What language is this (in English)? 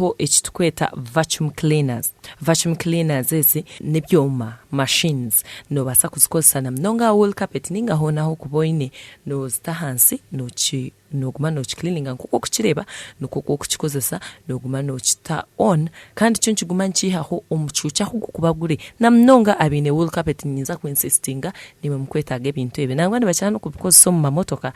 Nyankole